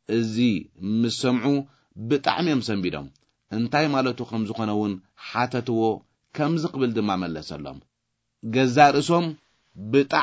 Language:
Tigrinya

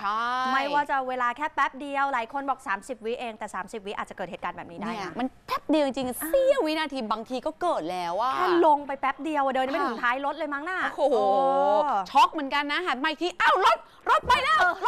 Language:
Thai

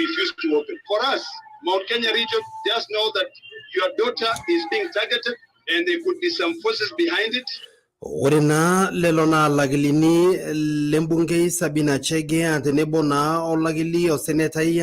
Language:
Masai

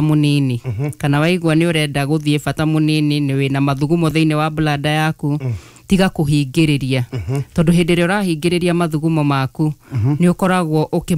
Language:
Kikuyu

